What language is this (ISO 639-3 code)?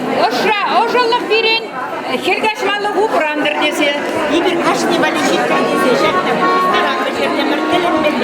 chv